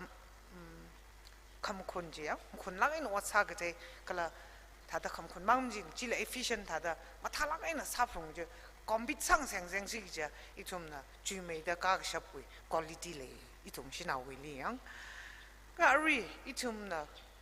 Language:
Tangkhul Naga (India)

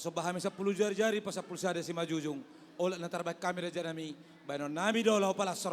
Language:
Batak Toba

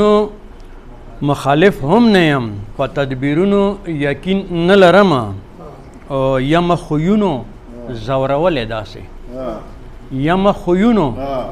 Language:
Pashto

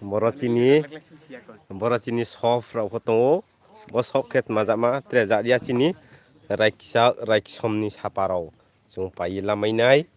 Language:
Riang (India)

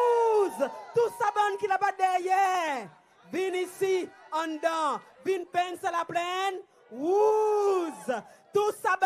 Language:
Seselwa Creole French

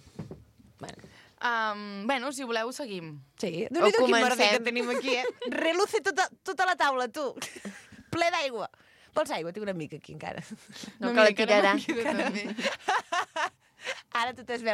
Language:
Catalan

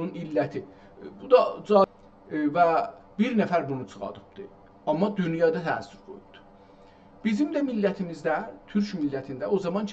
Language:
South Azerbaijani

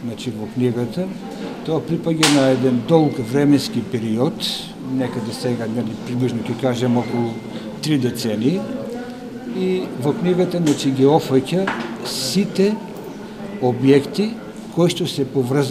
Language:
Macedonian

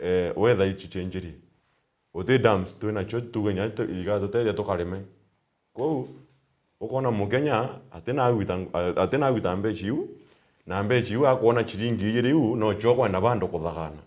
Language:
Meru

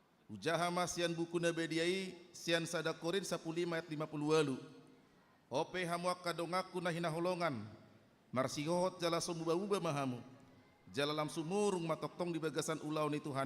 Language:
Batak Toba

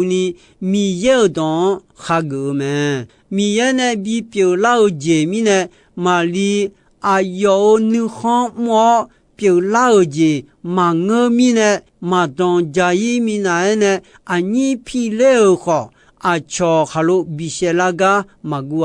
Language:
Akha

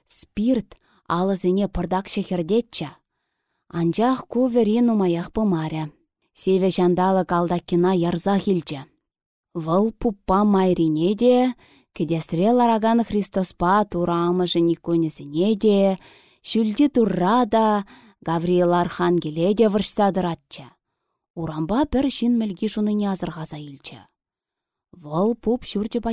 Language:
Chuvash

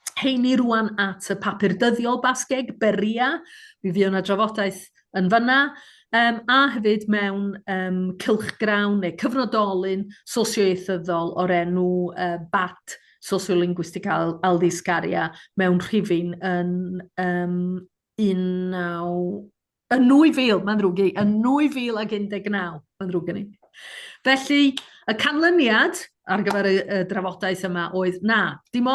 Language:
Welsh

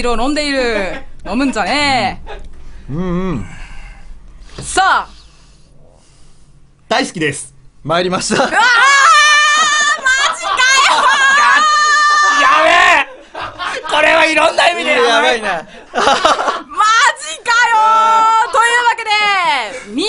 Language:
Japanese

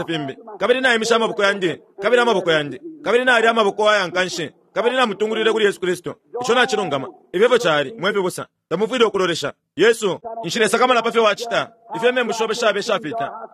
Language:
Bemba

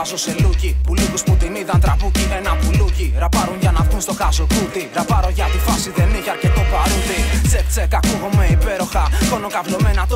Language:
Greek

